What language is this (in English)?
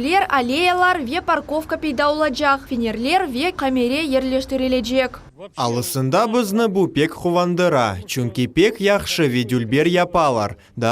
Crimean Tatar